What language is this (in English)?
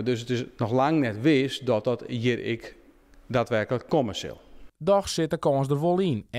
Western Frisian